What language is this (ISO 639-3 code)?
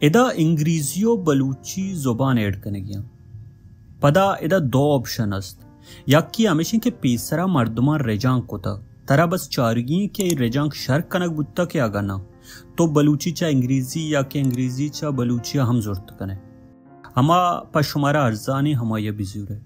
bal